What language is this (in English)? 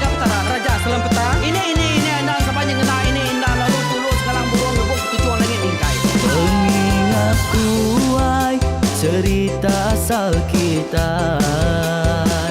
Iban